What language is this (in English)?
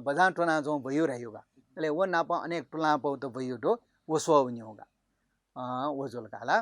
Newari